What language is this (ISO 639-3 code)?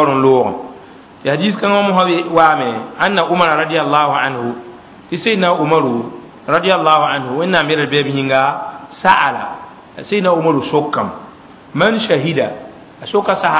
mos